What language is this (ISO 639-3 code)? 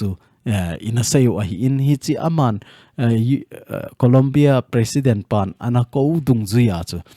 tcz